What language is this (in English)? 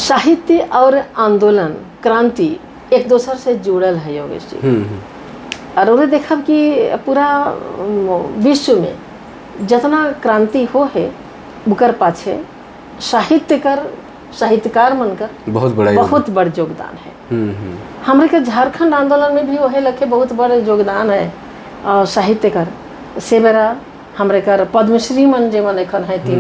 Sadri